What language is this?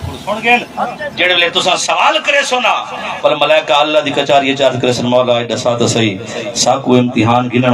Saraiki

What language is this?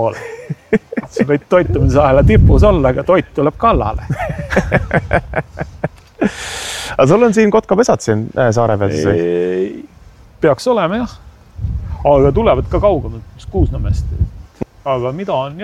Estonian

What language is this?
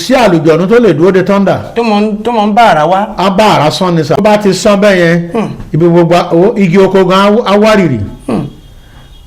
Yoruba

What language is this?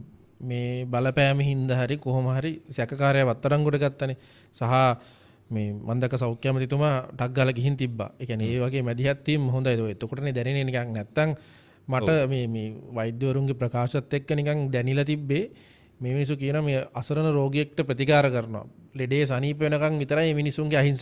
Sinhala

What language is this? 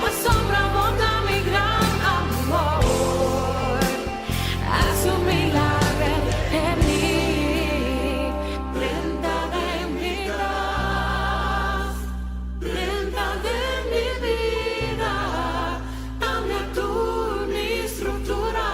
Papiamento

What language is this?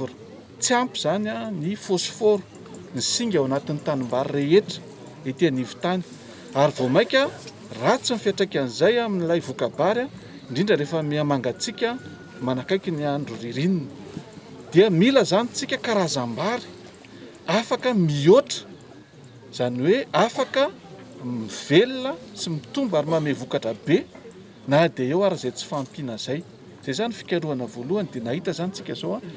Malagasy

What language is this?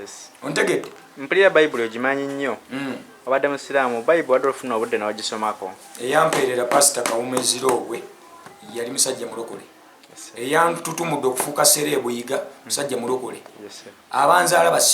Ganda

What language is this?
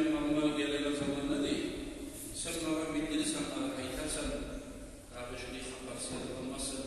Kumyk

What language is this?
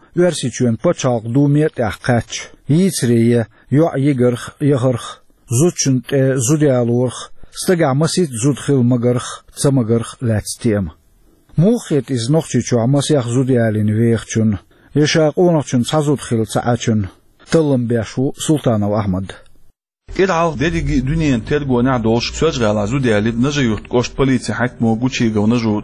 Chechen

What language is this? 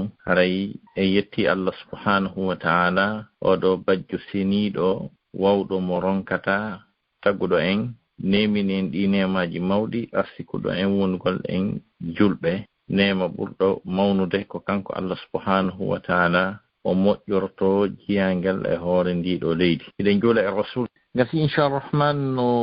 Fula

